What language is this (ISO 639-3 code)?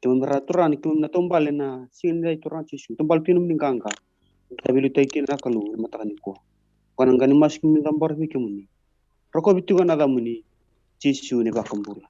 fij